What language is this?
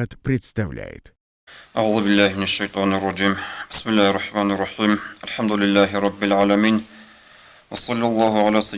Avaric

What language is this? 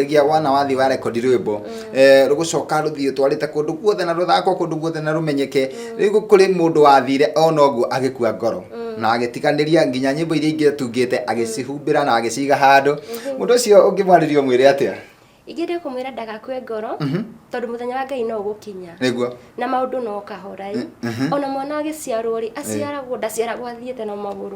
Kikuyu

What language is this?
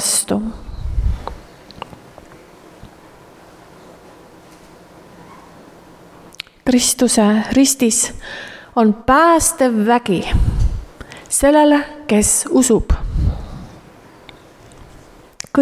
Estonian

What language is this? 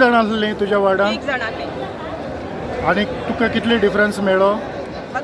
Konkani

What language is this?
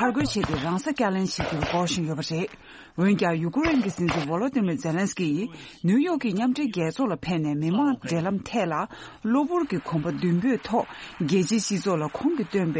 Tibetan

